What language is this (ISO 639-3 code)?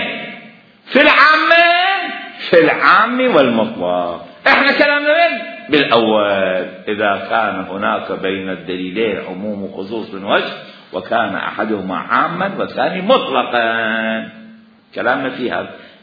acm